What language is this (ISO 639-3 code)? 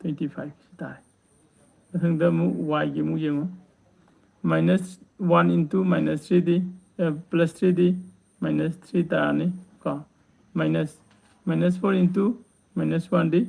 mni